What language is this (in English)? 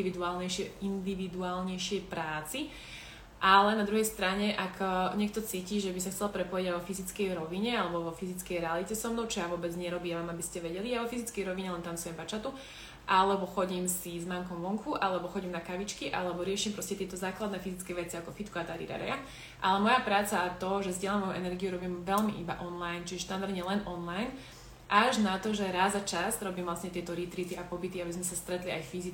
Slovak